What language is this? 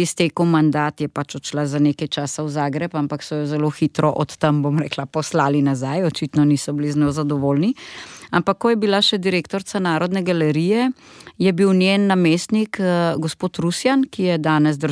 Slovenian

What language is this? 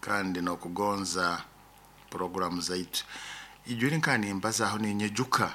Nyoro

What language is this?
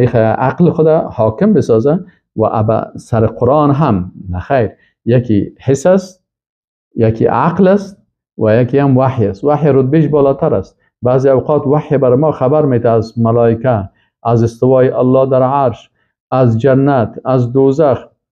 Persian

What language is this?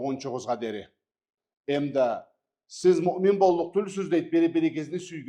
Karachay-Balkar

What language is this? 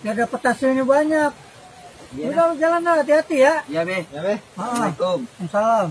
Betawi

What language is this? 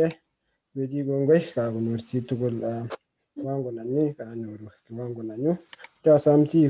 Kalenjin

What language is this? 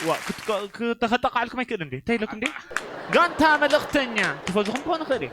Tigrinya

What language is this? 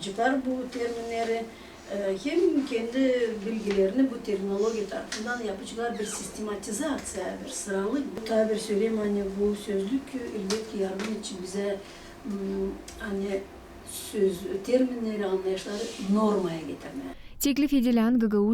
Gagauz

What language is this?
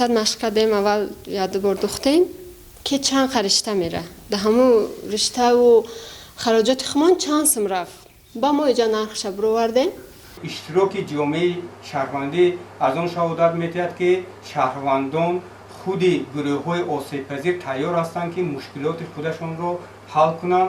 Tajik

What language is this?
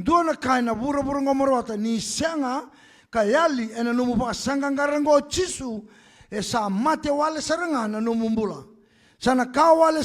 Fijian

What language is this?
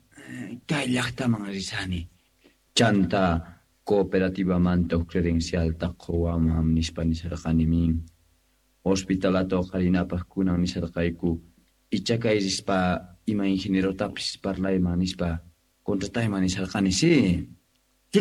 Quechua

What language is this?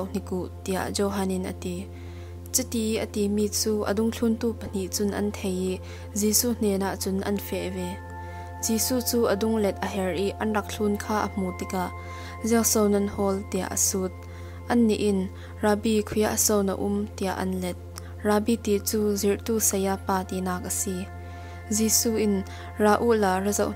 Falam Chin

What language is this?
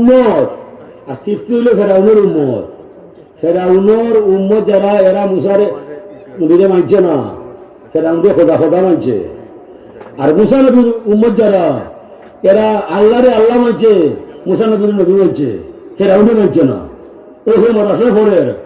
Sylheti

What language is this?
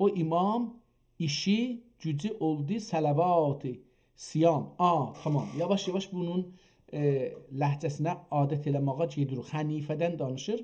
South Azerbaijani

